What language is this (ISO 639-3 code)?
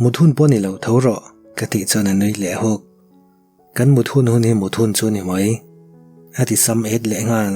lus